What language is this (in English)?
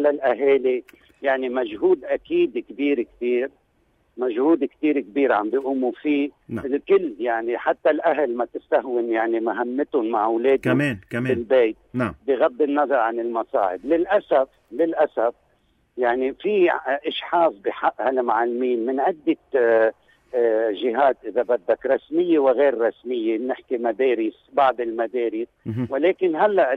North Levantine Arabic